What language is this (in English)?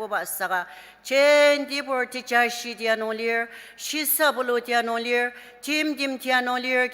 Ao Naga